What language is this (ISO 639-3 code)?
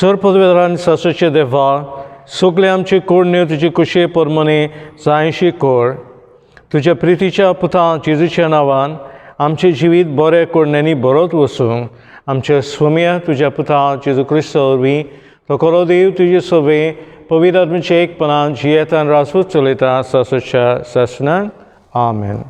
kok